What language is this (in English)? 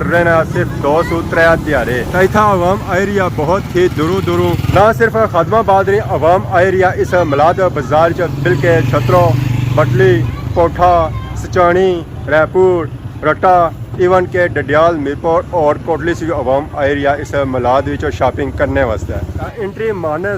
Pahari-Potwari